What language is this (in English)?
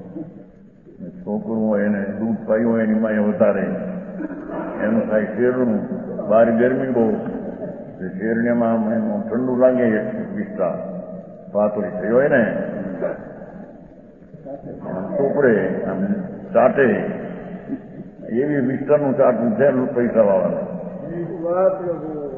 Gujarati